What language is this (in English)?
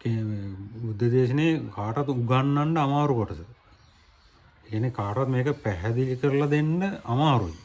Sinhala